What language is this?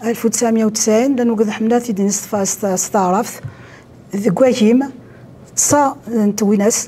Kabyle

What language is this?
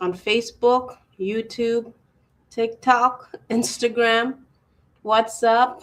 Acoli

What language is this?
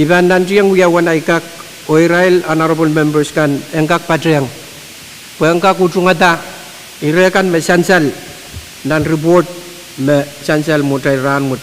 Pohnpeian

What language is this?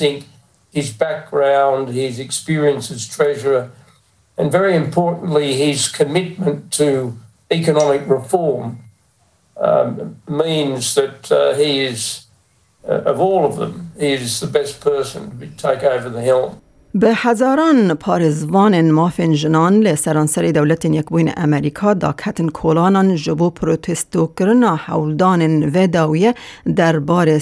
Kurdish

